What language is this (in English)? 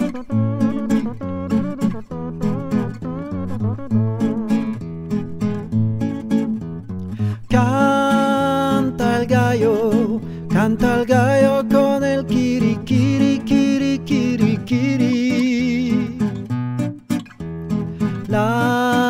Spanish